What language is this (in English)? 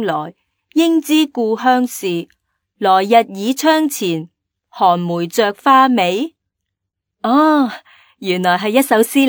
Cantonese